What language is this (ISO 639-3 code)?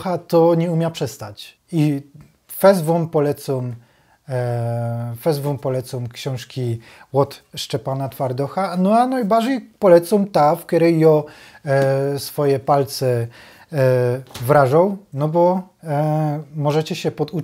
szl